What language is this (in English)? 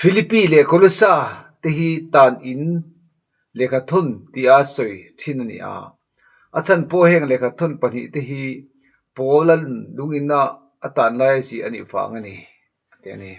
Mizo